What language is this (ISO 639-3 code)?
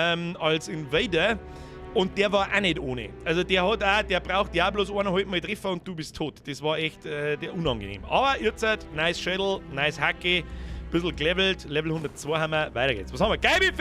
bar